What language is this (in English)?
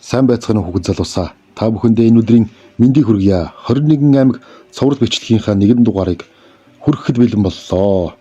Mongolian